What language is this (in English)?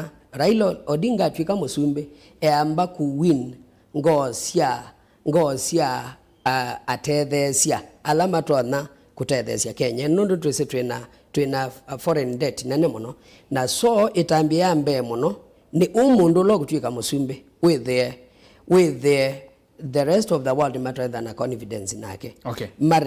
Kamba